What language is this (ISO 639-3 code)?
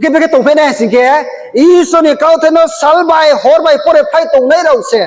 ria